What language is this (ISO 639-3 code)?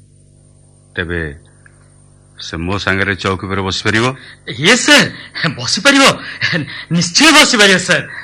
ori